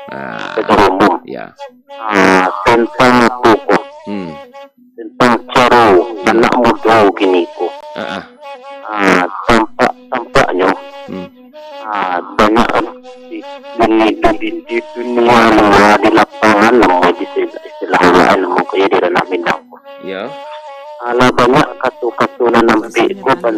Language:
Minangkabau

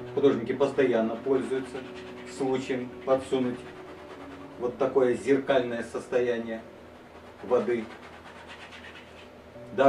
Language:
Russian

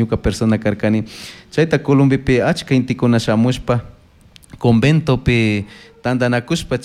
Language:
Chimborazo Highland Quichua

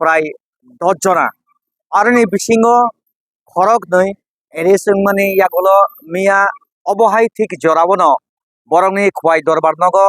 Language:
Kok Borok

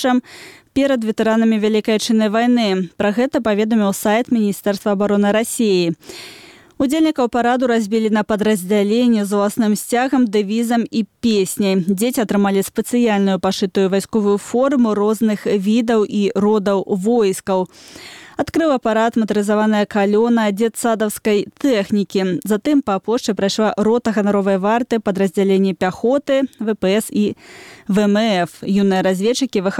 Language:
Belarusian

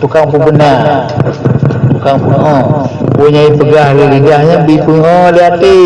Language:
Achinese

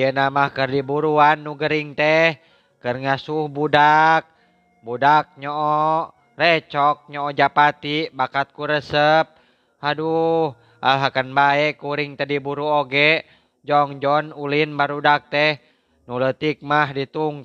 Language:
Sundanese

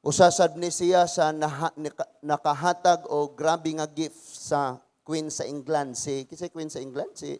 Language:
Cebuano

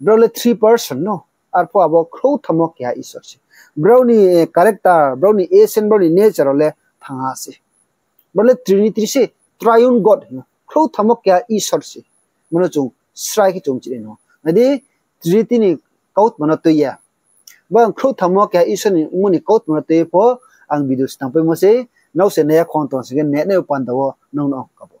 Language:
Riang (India)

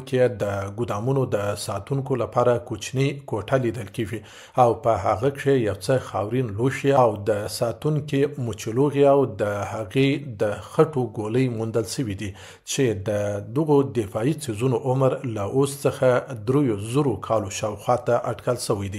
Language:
Pashto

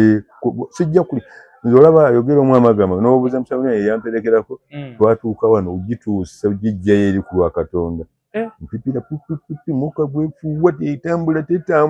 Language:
Ganda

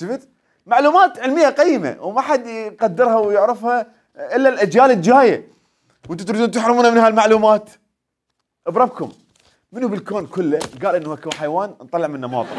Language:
Mesopotamian Arabic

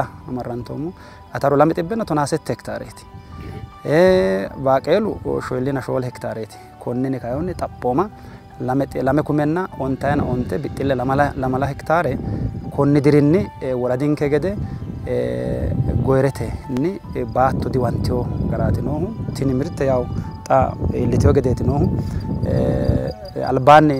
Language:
Sidamo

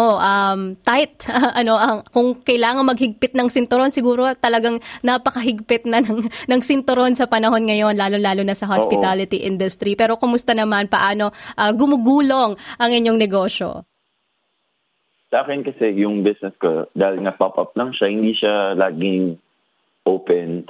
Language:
Filipino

